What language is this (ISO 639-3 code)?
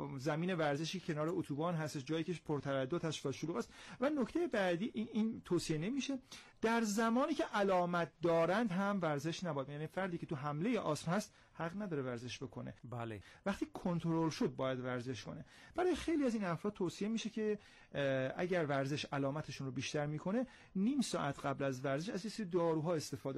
fas